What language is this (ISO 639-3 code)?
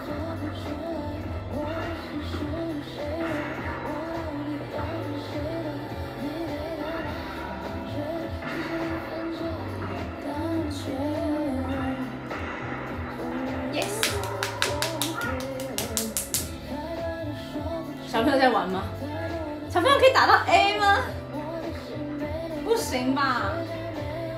zho